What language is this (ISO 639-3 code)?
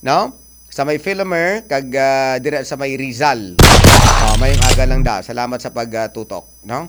hil